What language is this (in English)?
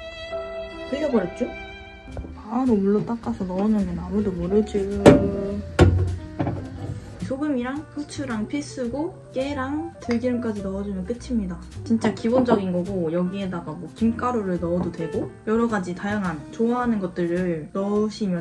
Korean